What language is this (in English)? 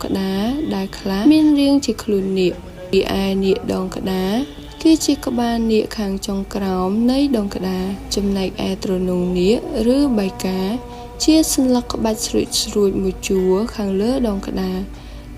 Khmer